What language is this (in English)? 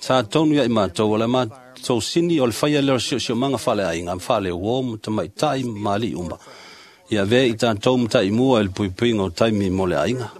Samoan